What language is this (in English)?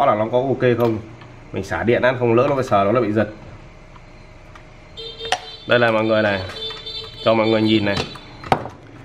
Vietnamese